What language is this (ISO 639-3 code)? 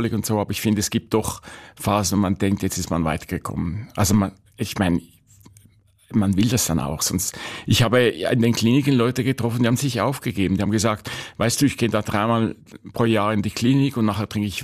deu